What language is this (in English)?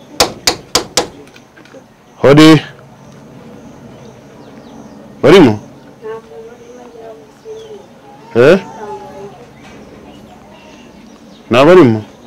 Kinyarwanda